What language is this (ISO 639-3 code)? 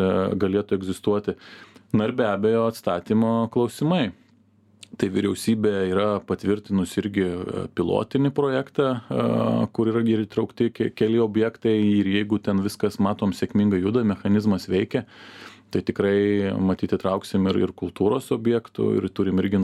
lit